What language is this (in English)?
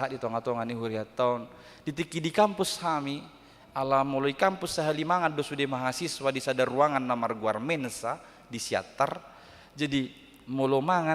Batak Toba